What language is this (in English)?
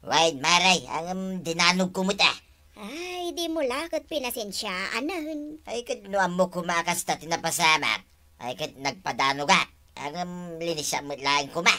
Iloko